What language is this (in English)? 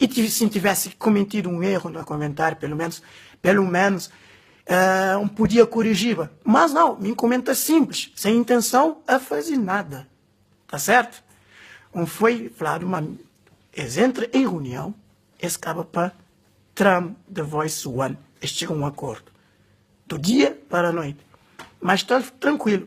Kabuverdianu